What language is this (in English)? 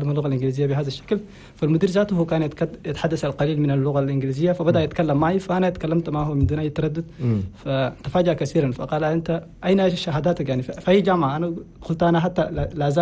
Chadian Arabic